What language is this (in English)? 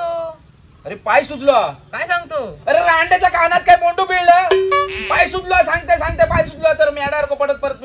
Konkani